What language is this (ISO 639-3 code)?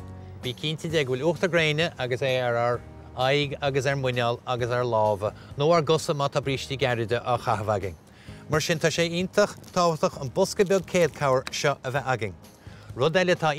gle